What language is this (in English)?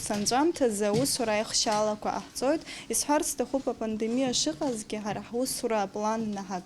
Abkhazian